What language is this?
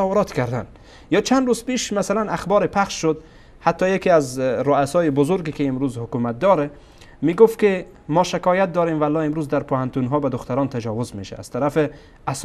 Persian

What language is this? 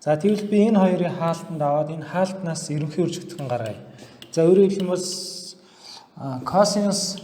Mongolian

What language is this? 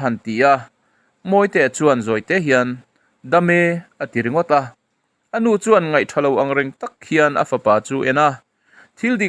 Mizo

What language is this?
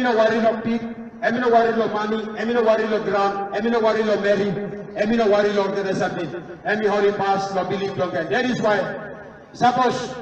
Tok Pisin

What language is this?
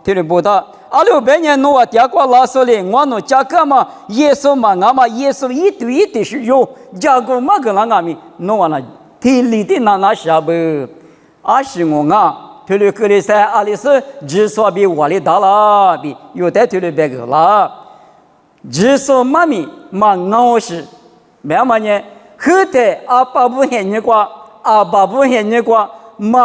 Lisu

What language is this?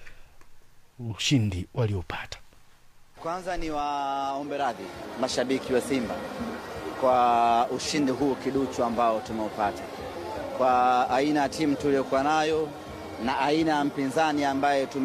Swahili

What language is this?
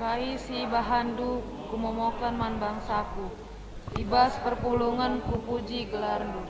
Batak Karo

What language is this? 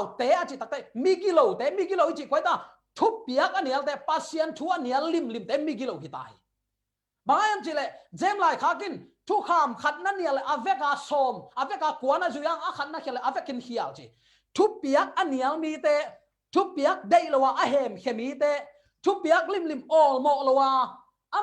Tedim Chin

